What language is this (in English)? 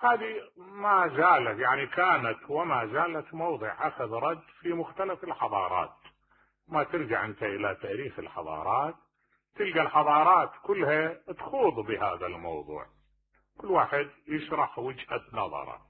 Mesopotamian Arabic